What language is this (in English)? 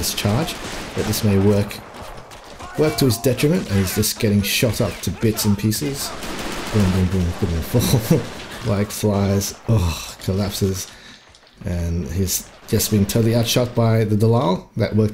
English